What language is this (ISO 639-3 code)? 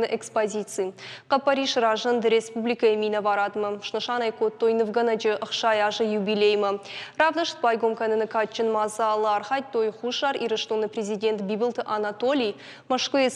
oss